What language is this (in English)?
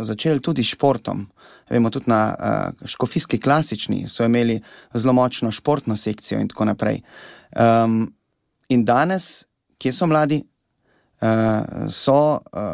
Slovenian